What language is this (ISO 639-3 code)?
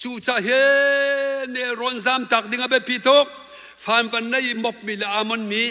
cnh